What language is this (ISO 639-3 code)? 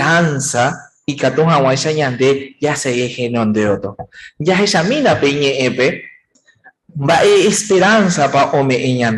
grn